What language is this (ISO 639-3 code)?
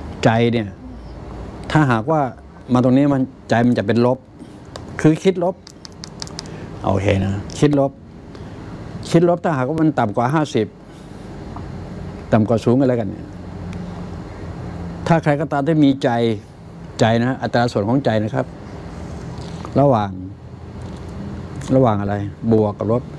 tha